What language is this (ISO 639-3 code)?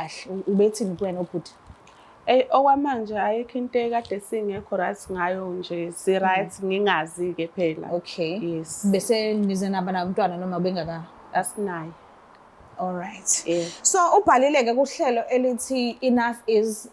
zul